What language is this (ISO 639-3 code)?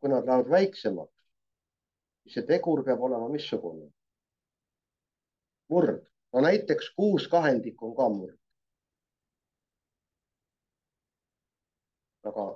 est